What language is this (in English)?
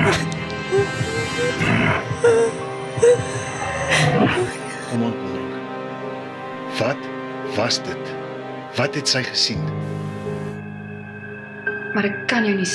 Afrikaans